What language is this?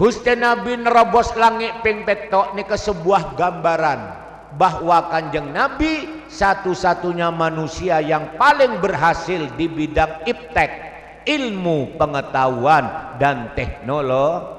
Madurese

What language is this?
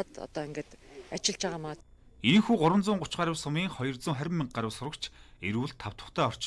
Mongolian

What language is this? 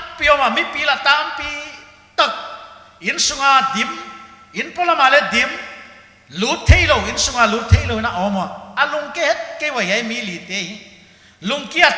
Paite Chin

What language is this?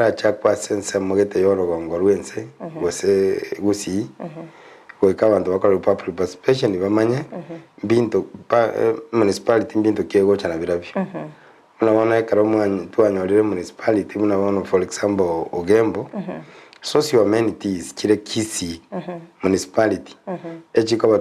Gusii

